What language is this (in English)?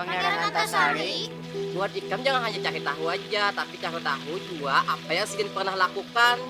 Banjar